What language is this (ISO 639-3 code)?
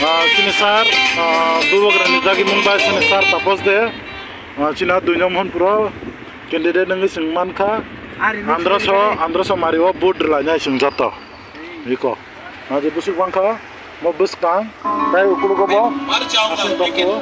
trp